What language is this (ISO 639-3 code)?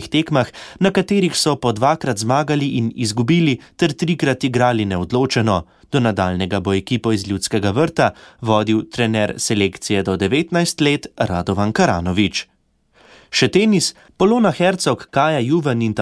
slv